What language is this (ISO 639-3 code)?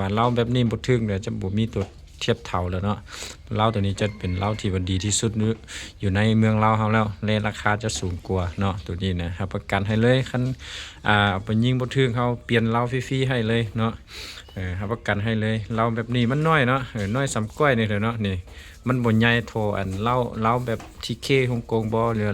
lao